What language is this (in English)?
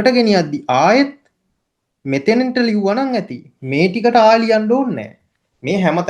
Sinhala